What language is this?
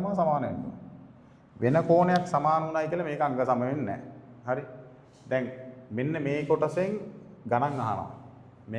Sinhala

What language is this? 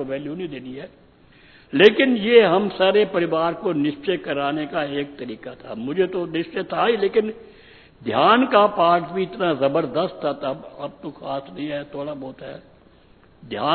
Hindi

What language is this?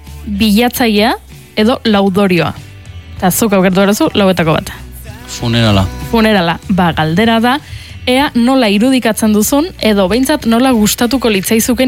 Basque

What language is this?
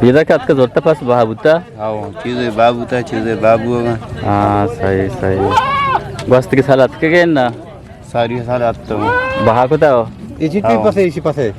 Eastern Balochi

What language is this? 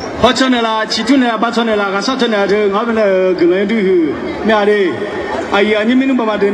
Akha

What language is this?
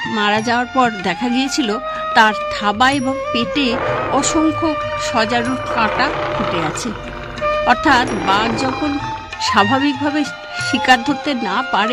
Bangla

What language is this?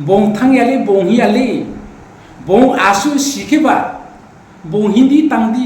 Riang (India)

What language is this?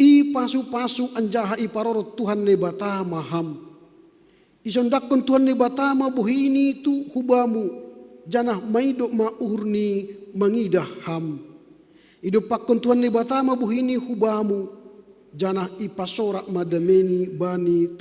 Batak Simalungun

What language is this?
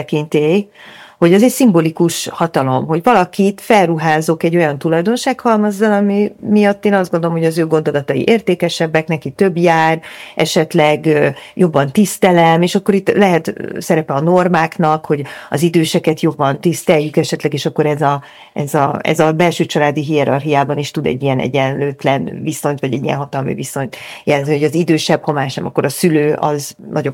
Hungarian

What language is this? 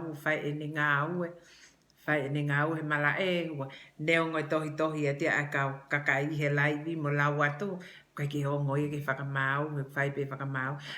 Tongan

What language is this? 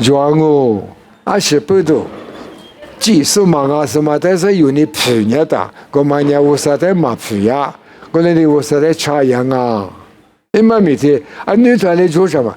Lisu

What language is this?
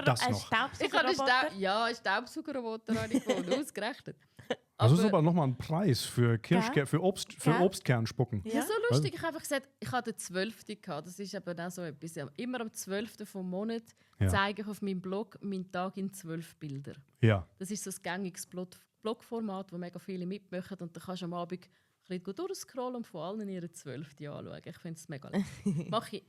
Swiss German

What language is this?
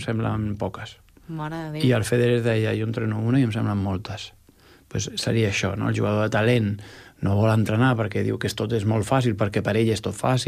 Catalan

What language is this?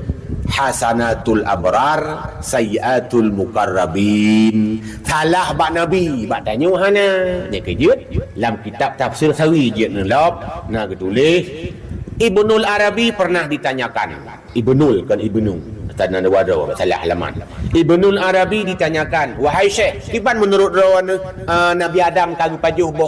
Achinese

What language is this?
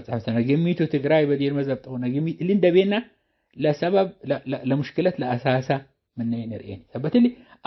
Tigre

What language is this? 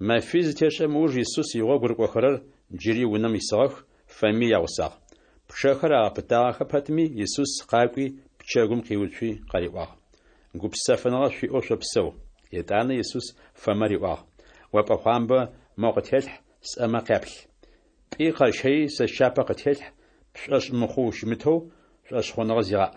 Adyghe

